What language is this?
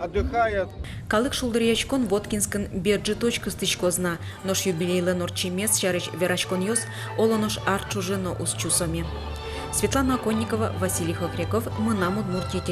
Udmurt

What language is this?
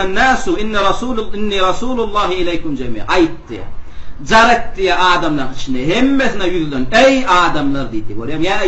Turkmen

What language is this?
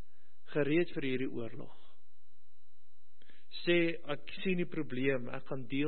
Afrikaans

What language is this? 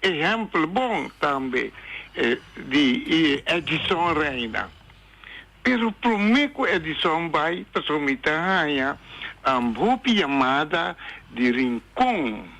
Papiamento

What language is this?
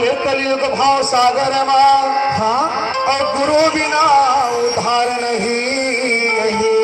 Chhattisgarhi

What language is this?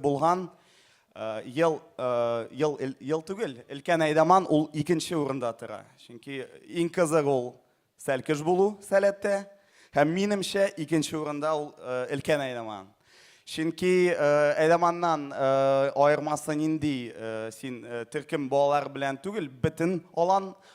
Tatar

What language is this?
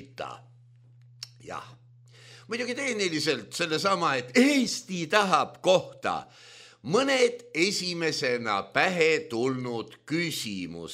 Estonian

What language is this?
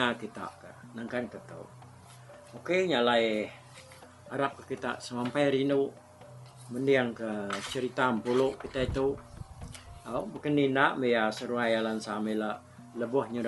Iban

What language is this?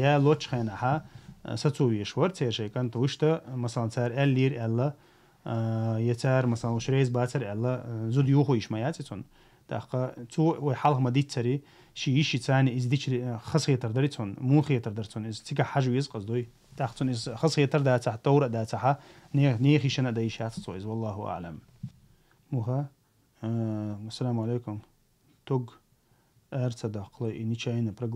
Chechen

